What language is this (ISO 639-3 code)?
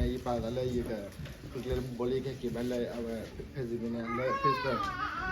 ksw